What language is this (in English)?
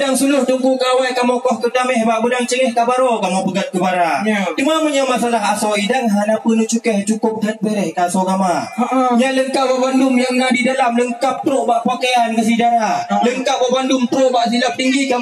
Achinese